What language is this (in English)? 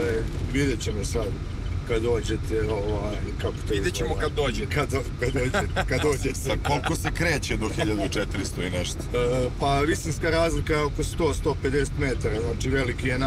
Serbian